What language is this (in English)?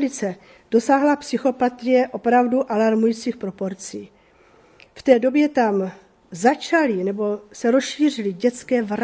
Czech